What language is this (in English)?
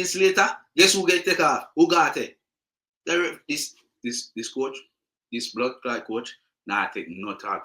Jamaican Creole English